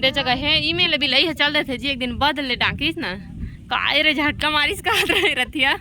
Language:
Chhattisgarhi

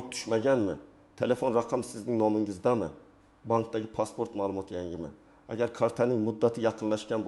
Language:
Uzbek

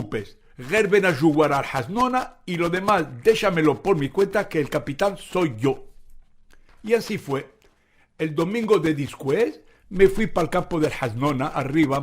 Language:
Ladino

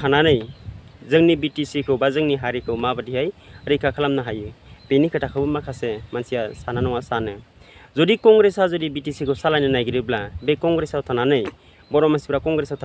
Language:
Bodo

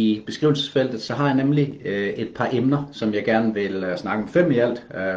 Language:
Danish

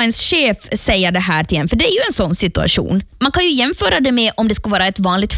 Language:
Swedish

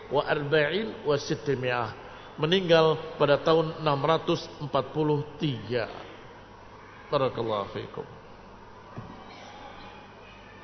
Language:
Indonesian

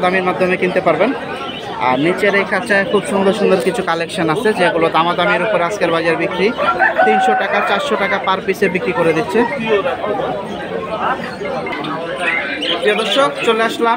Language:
Bangla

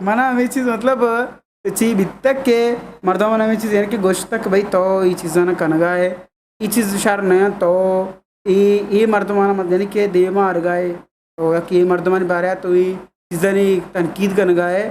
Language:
Eastern Balochi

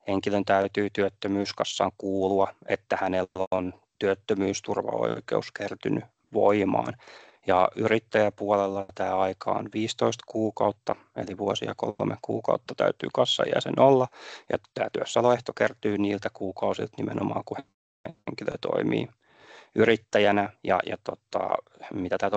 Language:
Finnish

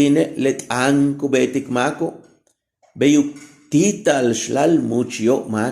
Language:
Yucateco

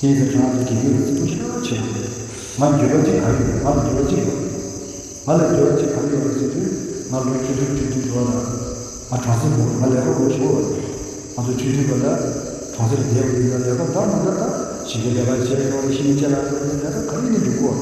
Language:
Tibetan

